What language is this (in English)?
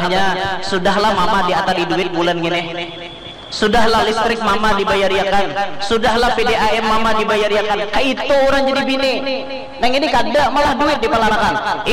Banjar